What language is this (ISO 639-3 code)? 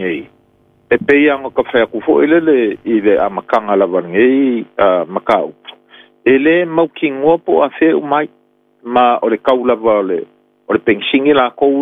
smo